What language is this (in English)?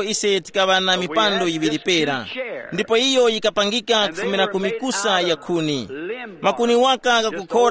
Tumbuka